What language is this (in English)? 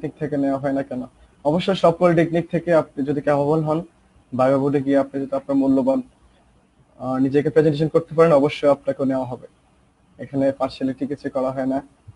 Bangla